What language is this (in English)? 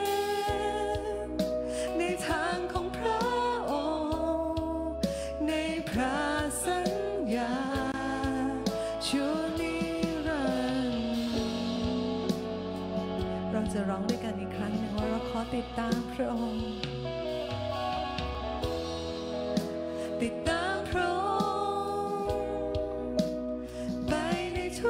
Thai